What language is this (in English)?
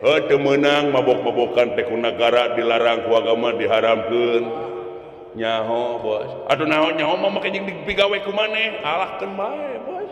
Sundanese